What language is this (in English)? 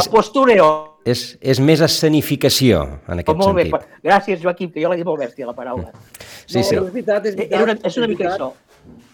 Catalan